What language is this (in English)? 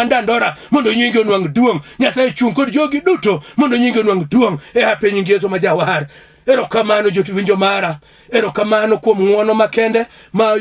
Luo (Kenya and Tanzania)